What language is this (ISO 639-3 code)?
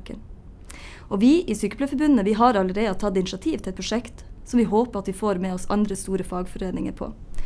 nor